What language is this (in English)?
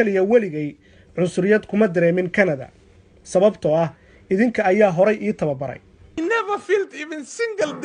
Somali